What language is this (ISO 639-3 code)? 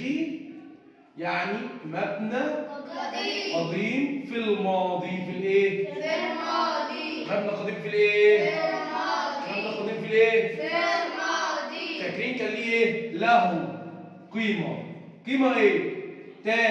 arz